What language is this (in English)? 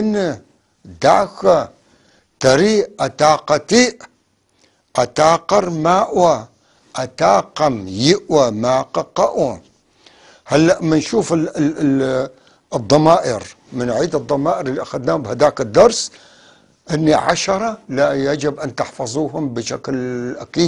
North Levantine Arabic